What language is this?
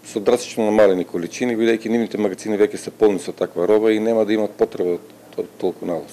Macedonian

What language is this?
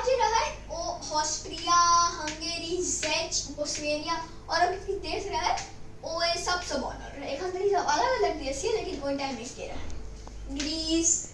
Maithili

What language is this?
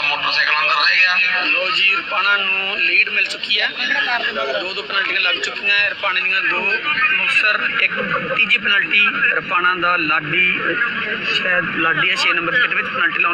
Punjabi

